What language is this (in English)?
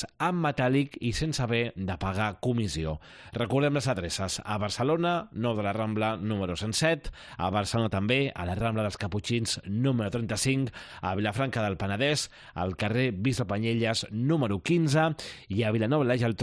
Catalan